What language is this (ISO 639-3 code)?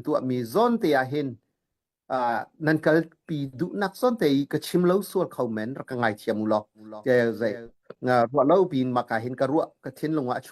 cnh